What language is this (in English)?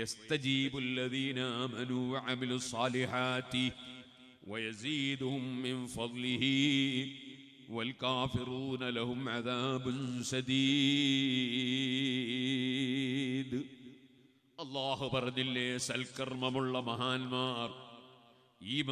Malayalam